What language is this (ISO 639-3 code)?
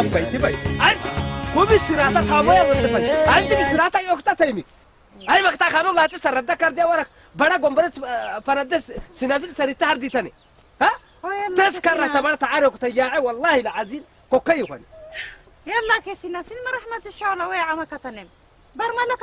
ssy